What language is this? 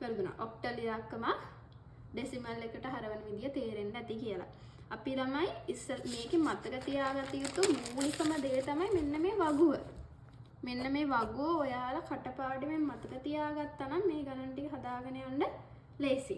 Sinhala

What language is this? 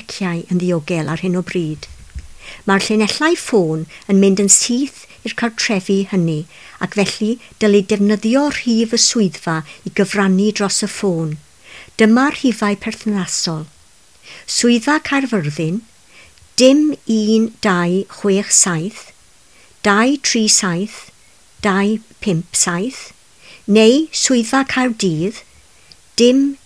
Welsh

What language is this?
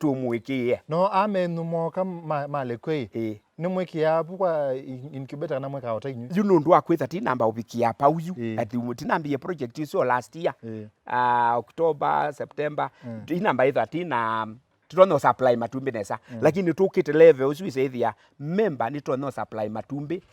Kamba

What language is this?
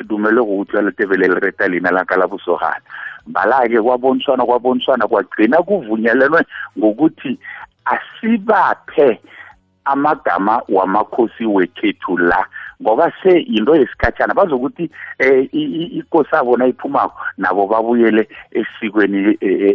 South Ndebele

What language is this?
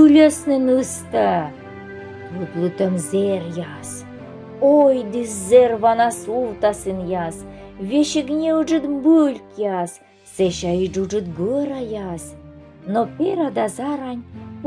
Komi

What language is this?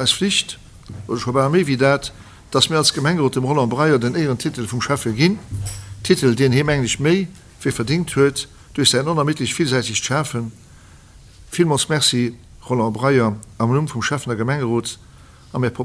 Luxembourgish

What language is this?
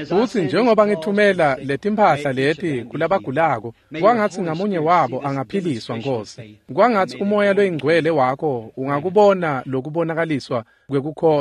Swati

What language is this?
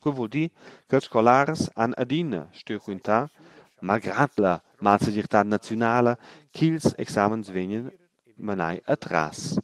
Romansh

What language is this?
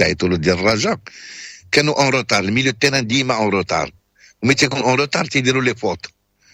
Moroccan Arabic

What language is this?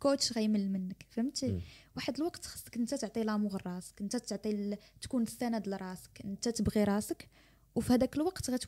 Moroccan Arabic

